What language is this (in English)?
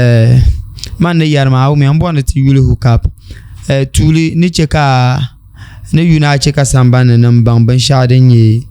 Dagbani